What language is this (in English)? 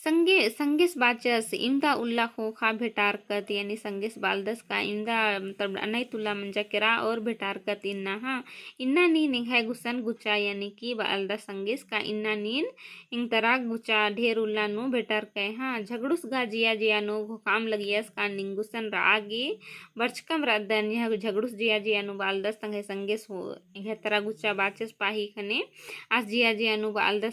Kurukh